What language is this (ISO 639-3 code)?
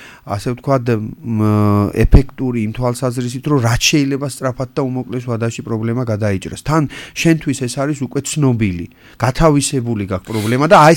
kat